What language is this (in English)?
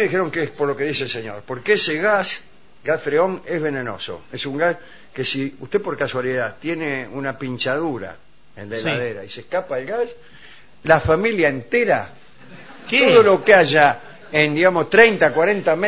Spanish